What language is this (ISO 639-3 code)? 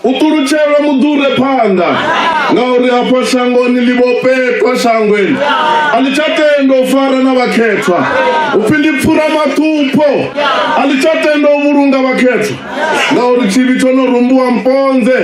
ven